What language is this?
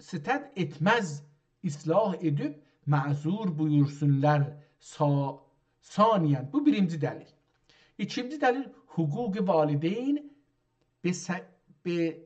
South Azerbaijani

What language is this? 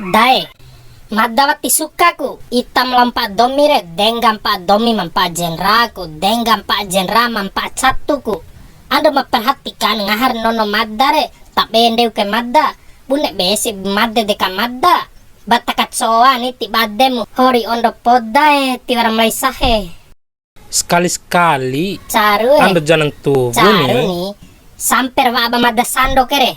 Bima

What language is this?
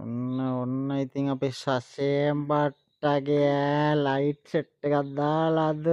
Sinhala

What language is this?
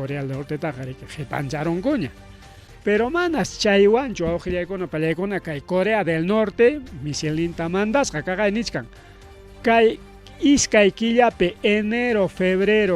Ayacucho Quechua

